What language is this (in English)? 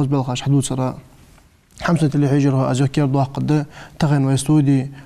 Ingush